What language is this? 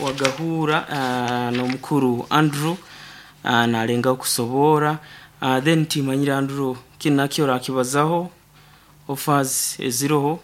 Nyankole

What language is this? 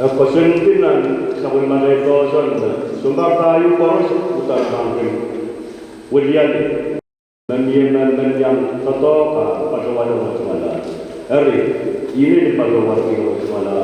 Pohnpeian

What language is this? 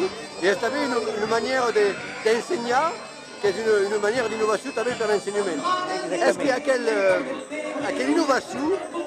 Occitan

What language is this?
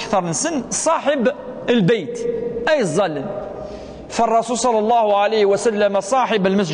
Kabyle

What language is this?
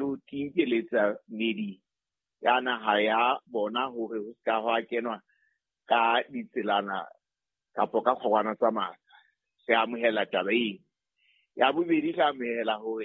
Southern Sotho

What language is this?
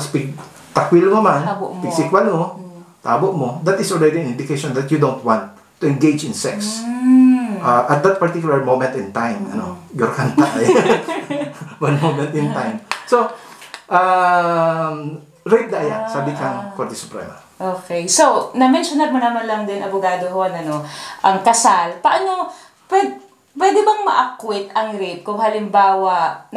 Bikol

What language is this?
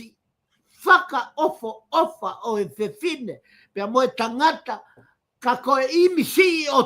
Tongan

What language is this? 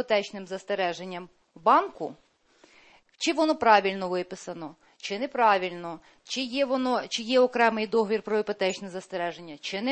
Ukrainian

